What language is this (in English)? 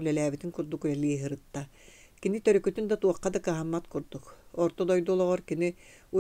Yakut